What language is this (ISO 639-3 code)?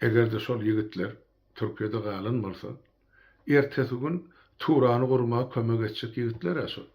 tuk